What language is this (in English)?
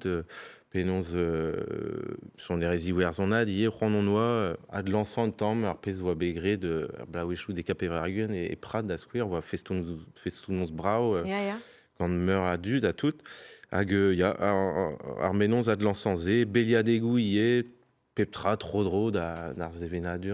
Breton